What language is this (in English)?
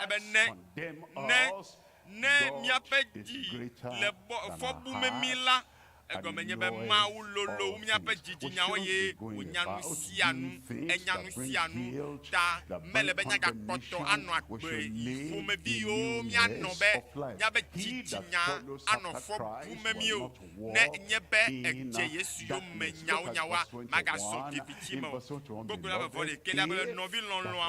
Ewe